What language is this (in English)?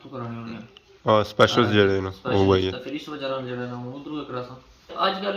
Pahari-Potwari